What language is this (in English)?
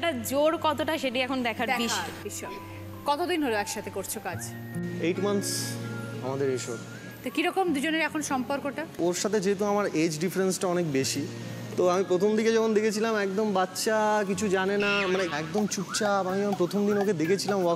Bangla